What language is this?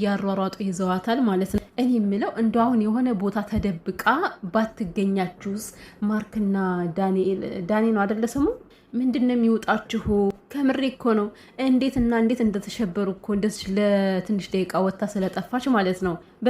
Amharic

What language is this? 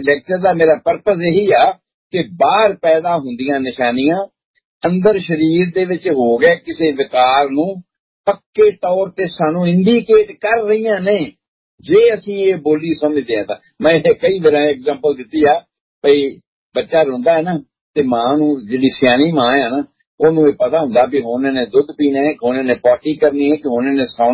Punjabi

